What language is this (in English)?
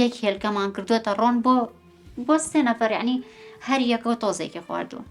Central Kurdish